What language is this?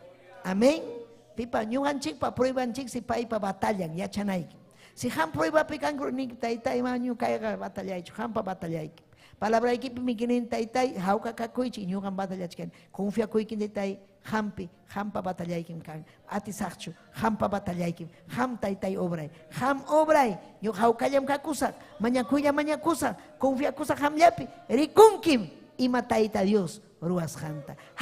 Ayacucho Quechua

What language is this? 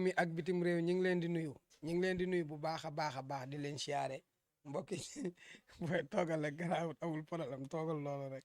Wolof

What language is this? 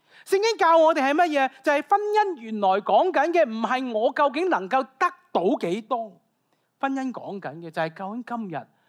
Cantonese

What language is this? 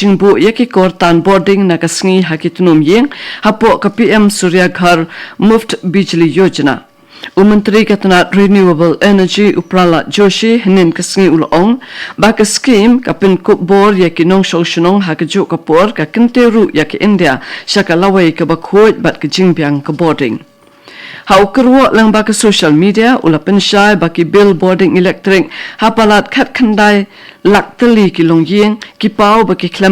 Khasi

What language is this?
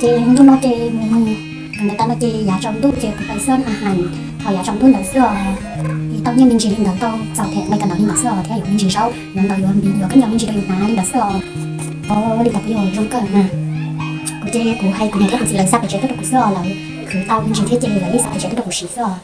Hmong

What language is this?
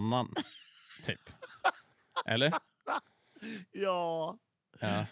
Swedish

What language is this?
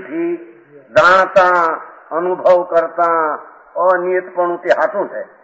Gujarati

